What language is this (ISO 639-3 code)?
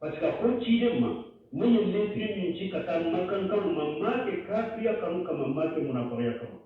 bam